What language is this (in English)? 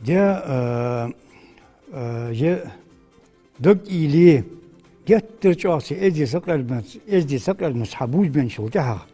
Ingush